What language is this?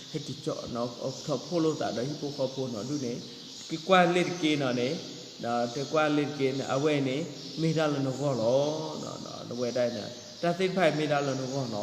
S'gaw Karen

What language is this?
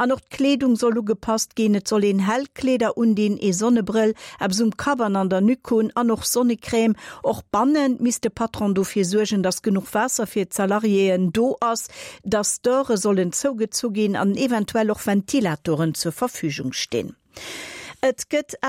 Luxembourgish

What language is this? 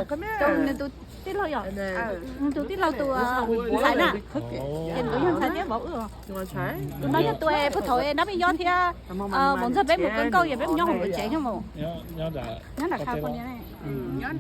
Hmong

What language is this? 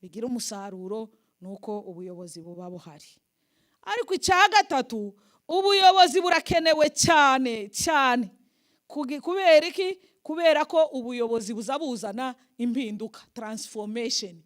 Kinyarwanda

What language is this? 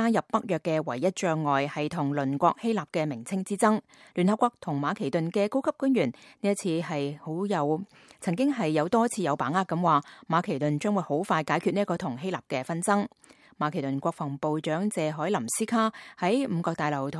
Cantonese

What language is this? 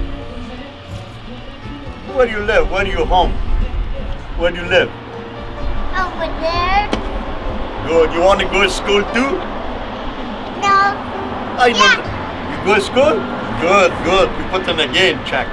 English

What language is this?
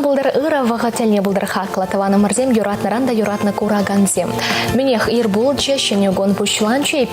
Chuvash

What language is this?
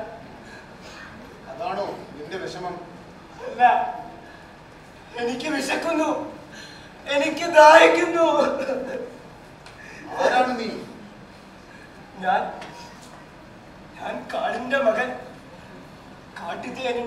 Malayalam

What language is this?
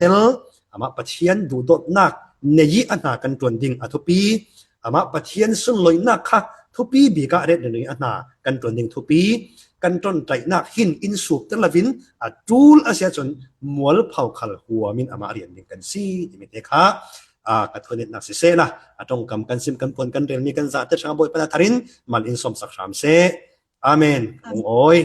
Falam Chin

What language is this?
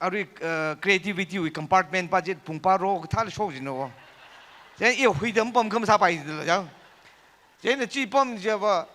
Tangkhul Naga (India)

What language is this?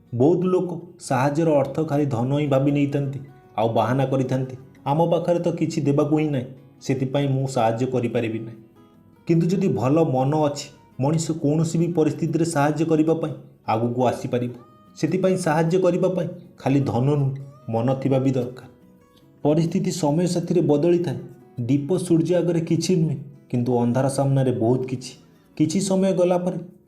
Odia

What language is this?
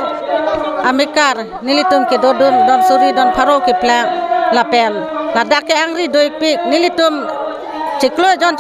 Karbi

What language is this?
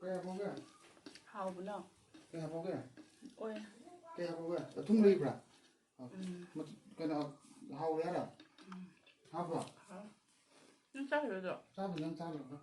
Manipuri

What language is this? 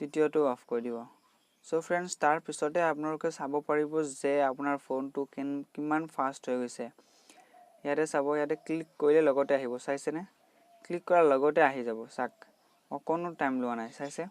Assamese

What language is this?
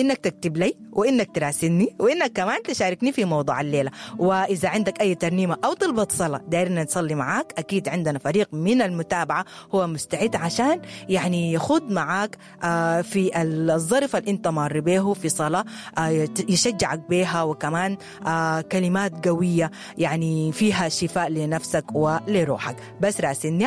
Sudanese Arabic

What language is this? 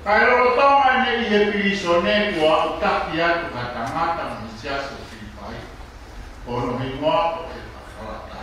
Tongan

